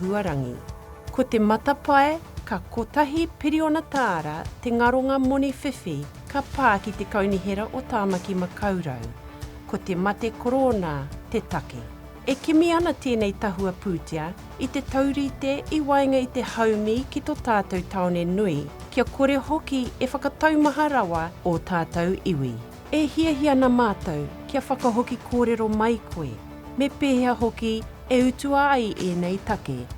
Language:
Māori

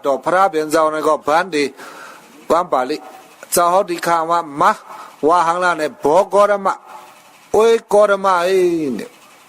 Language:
Shan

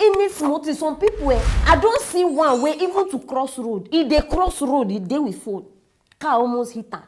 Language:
Nigerian Pidgin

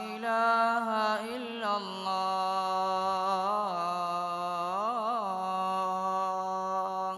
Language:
Divehi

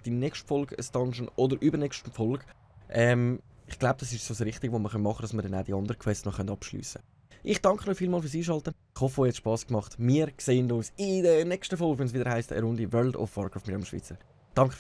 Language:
Swiss German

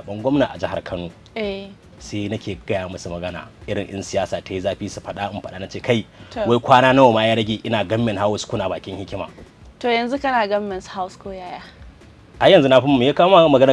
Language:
Hausa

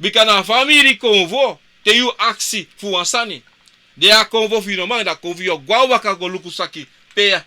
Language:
Sranan Tongo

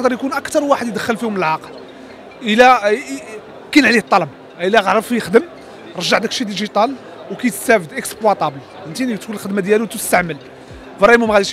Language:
Moroccan Arabic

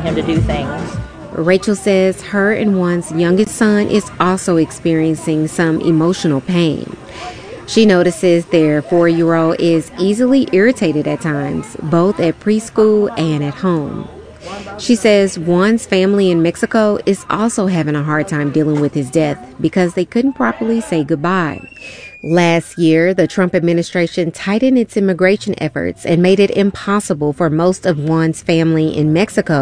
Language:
English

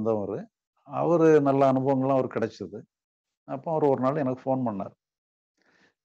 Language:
Tamil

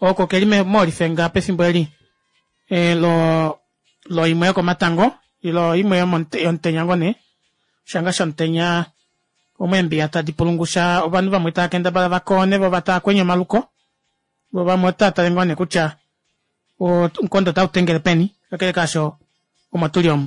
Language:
Kuanyama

